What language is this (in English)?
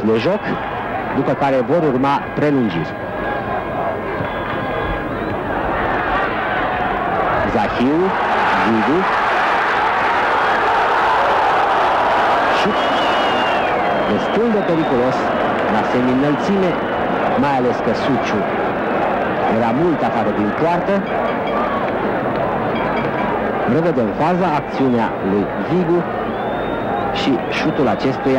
Romanian